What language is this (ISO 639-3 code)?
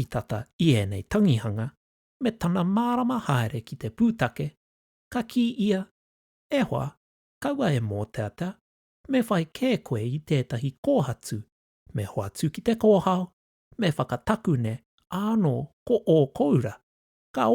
mri